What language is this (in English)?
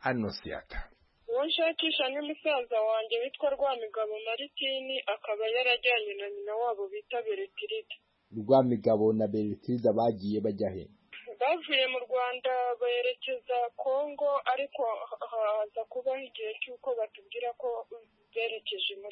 Kinyarwanda